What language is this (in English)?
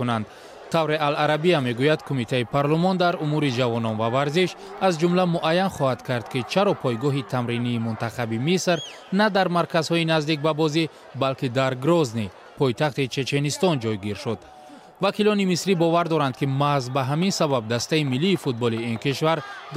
Tajik